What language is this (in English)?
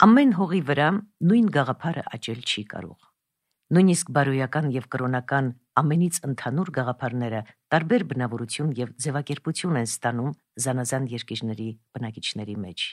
Armenian